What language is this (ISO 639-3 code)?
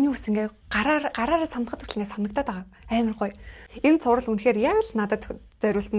mon